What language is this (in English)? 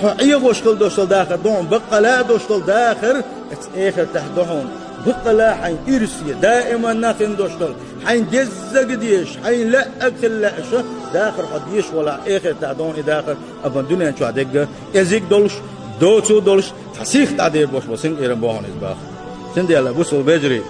Chechen